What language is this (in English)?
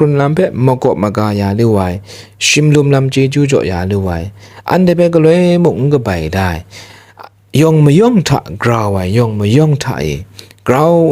Kachin